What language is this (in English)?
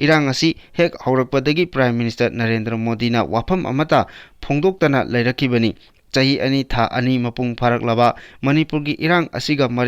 Manipuri